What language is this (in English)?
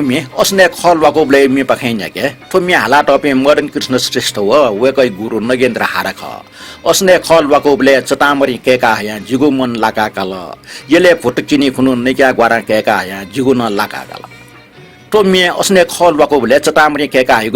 Newari